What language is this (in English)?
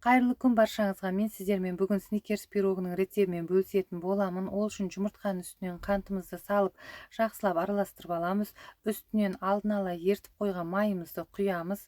Kazakh